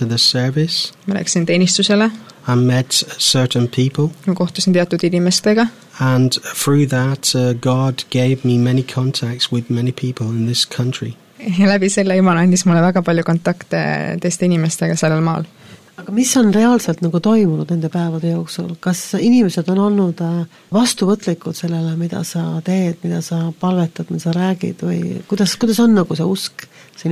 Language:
Estonian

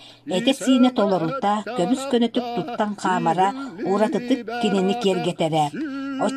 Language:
Yakut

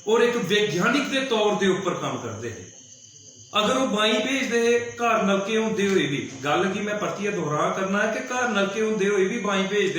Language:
Dogri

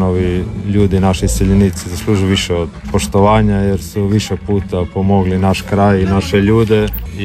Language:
Croatian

